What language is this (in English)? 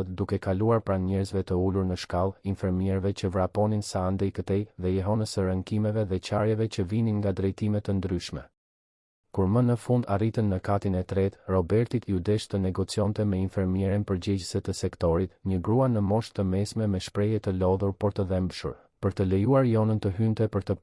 Albanian